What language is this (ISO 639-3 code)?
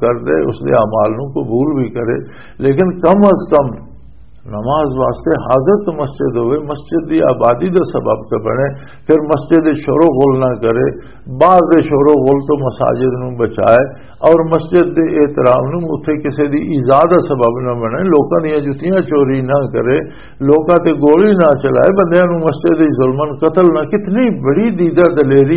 lah